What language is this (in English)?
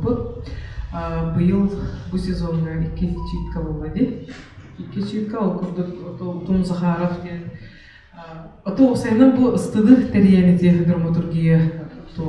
Yakut